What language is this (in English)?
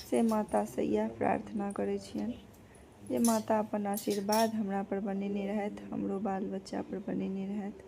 Maithili